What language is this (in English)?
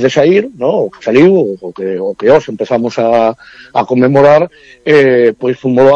Galician